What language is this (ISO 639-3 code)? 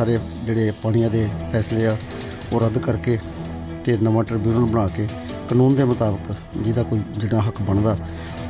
pan